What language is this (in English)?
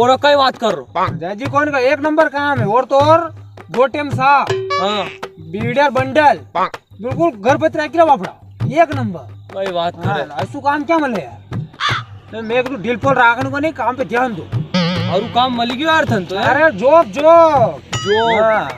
Rajasthani